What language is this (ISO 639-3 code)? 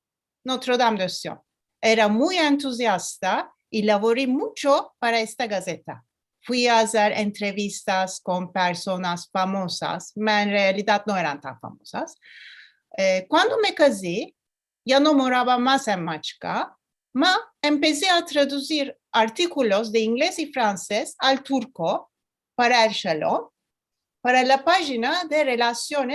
lad